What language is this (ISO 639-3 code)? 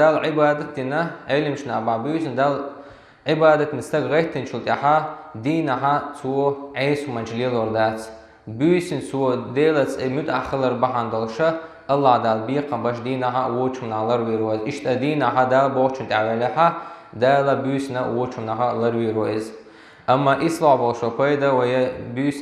che